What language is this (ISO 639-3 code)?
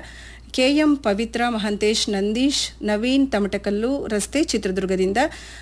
kan